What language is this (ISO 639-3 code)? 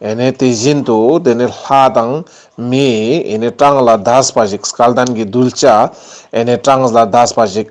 lbj